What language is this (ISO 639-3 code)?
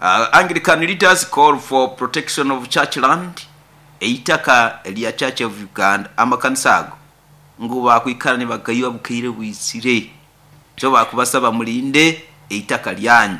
nyo